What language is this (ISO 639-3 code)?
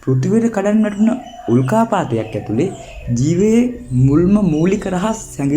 sin